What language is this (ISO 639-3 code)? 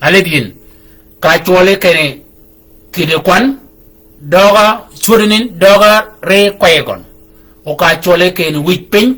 shk